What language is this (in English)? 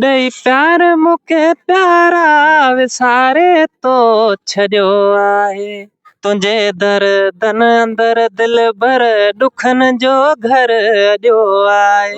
Sindhi